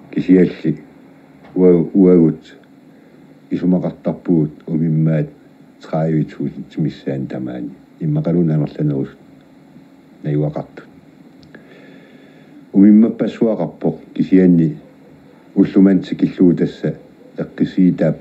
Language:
Kalaallisut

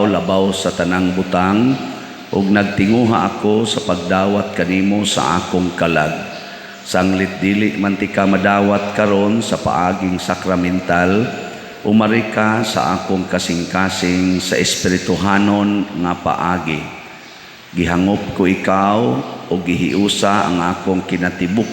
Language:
Cebuano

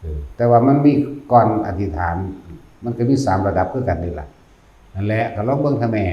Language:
Northeastern Thai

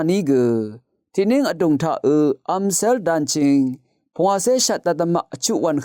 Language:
Rawang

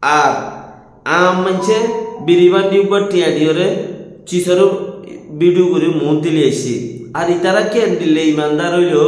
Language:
Rohingya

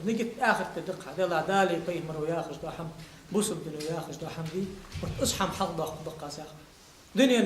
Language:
Ingush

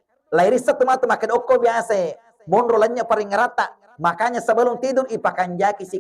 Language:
Buginese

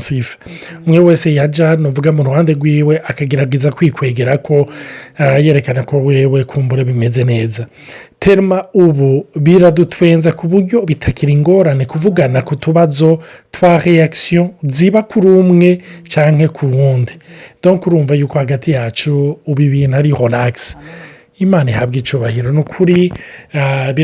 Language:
Rundi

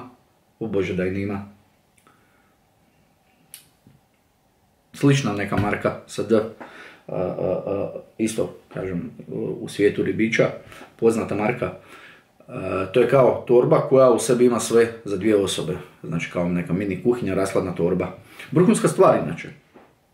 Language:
Croatian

